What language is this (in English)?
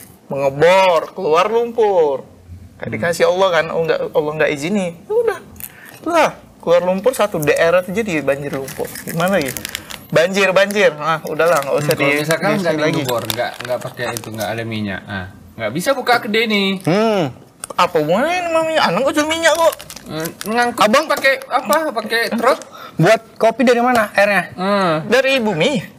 Indonesian